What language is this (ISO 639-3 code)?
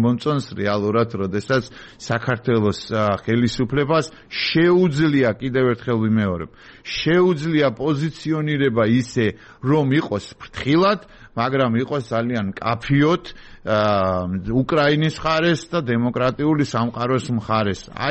kat